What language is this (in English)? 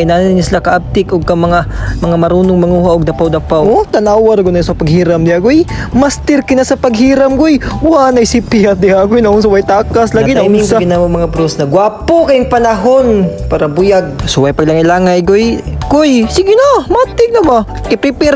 Cebuano